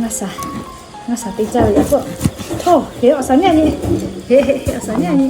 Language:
Lahu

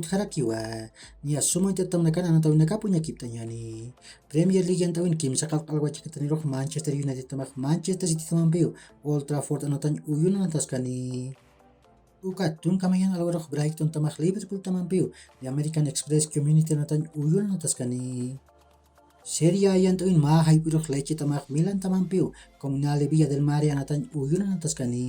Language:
Aymara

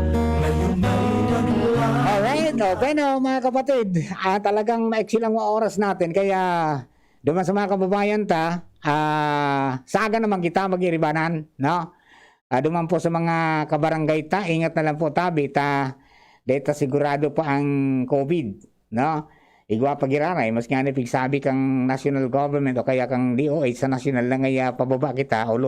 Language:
Bikol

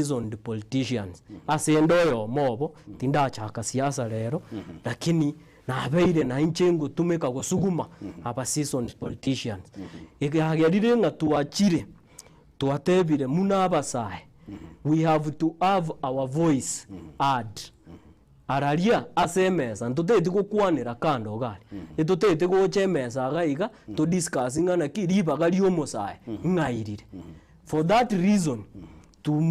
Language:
Gusii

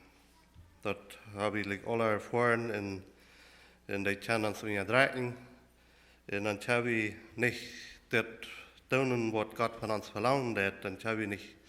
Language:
Plautdietsch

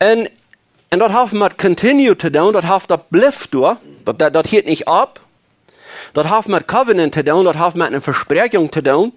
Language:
Plautdietsch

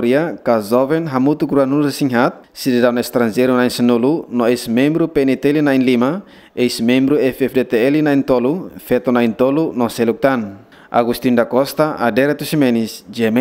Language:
Tetum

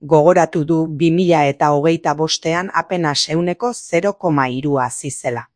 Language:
Basque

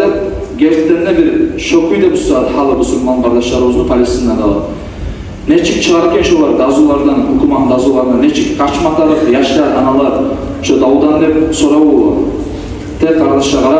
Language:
Kumyk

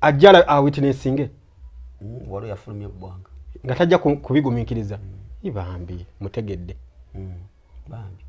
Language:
Ganda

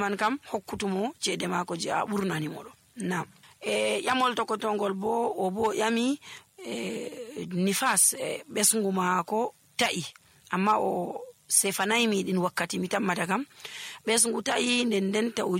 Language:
Nigerian Fulfulde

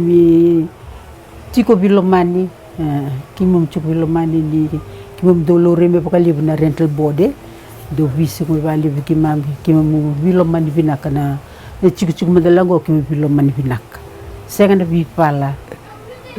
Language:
Fijian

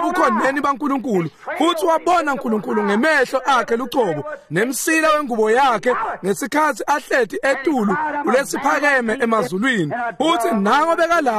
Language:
Swati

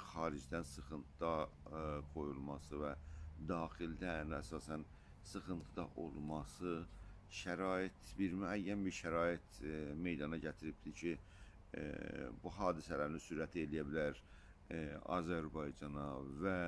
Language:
South Azerbaijani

